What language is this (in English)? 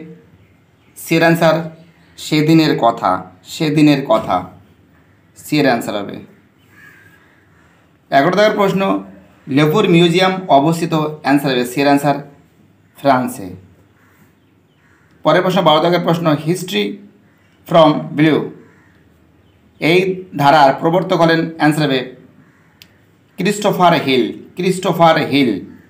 Bangla